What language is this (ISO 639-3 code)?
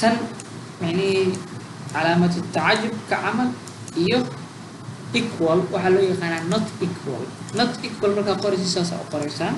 som